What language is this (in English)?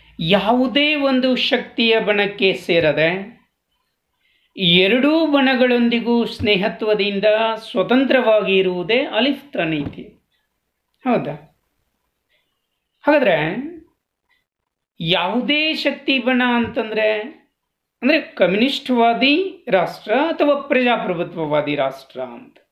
Kannada